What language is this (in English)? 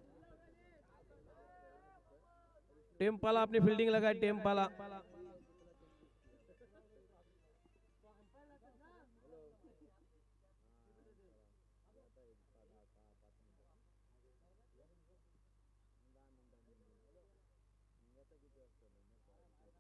Marathi